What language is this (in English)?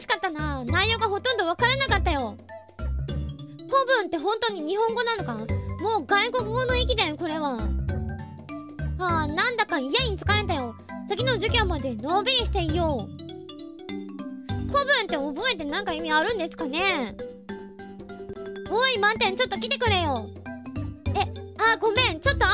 Japanese